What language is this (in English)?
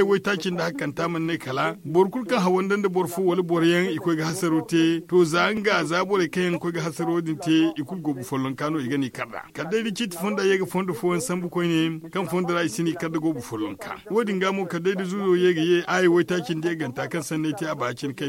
Zarma